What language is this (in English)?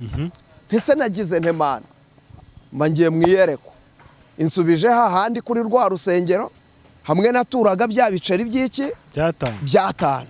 Kinyarwanda